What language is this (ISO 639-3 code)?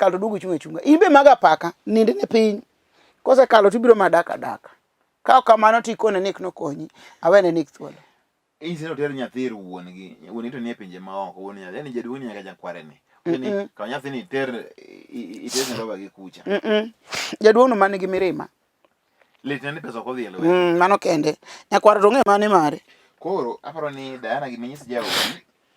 luo